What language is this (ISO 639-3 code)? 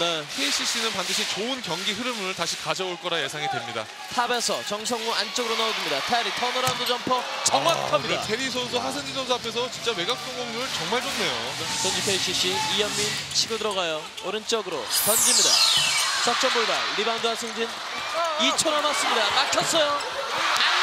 kor